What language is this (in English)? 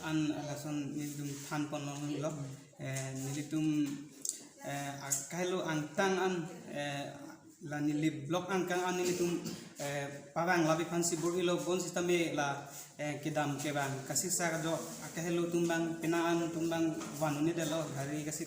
Karbi